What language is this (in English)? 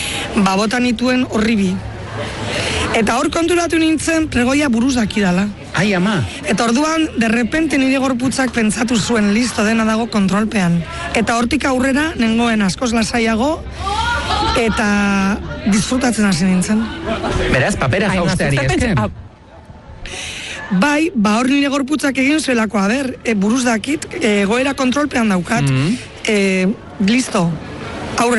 Basque